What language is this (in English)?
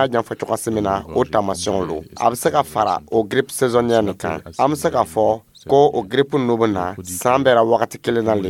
Dyula